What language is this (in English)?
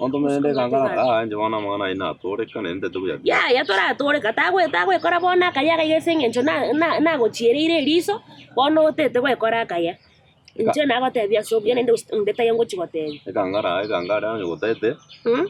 Gusii